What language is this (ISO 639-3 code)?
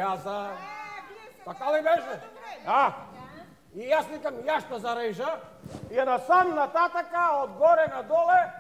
bul